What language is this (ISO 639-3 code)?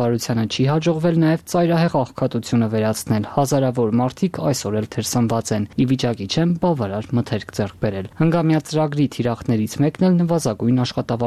hye